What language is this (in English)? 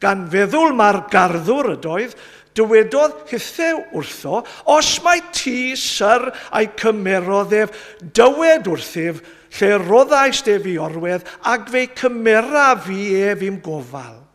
Welsh